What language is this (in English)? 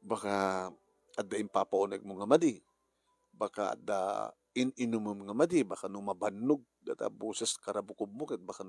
Iloko